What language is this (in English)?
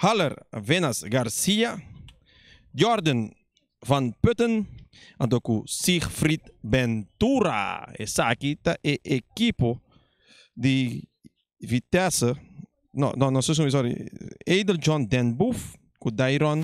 Papiamento